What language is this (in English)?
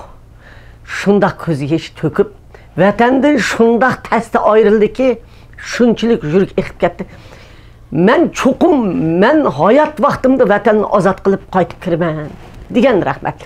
Uyghur